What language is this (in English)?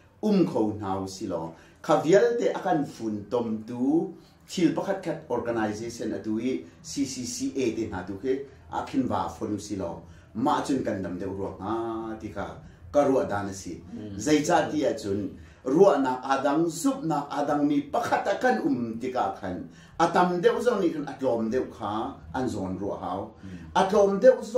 Hakha Chin